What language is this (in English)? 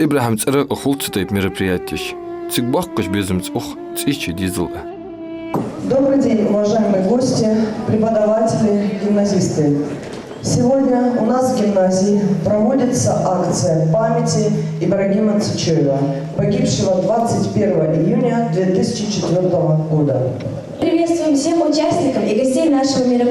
Ingush